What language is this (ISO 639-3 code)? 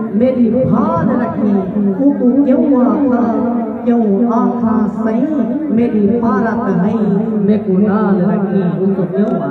skr